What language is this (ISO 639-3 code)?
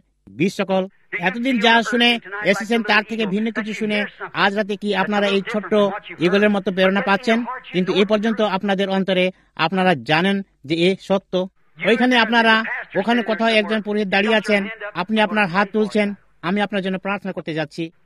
ben